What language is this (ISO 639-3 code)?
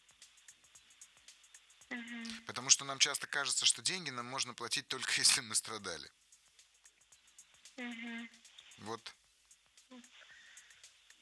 rus